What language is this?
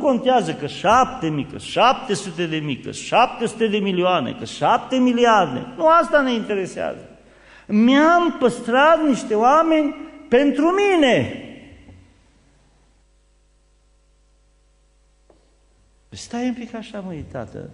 Romanian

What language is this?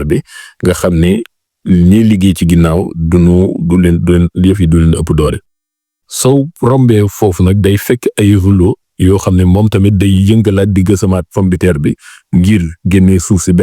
Wolof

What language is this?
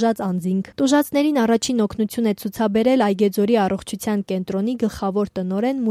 Armenian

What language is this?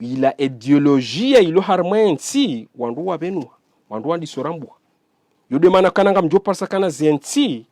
Ngazidja Comorian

